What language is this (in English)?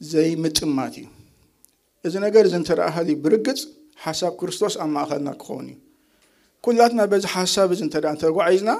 Tigrinya